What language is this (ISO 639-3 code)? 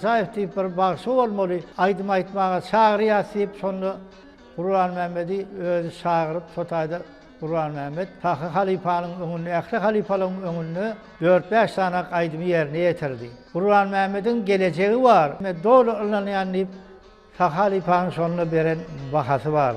tuk